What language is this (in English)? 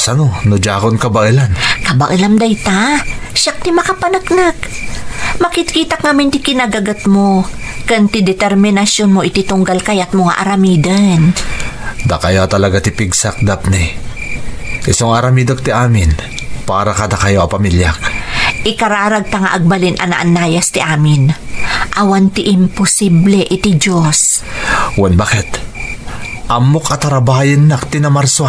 Iloko